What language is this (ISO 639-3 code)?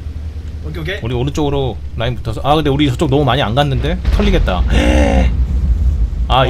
kor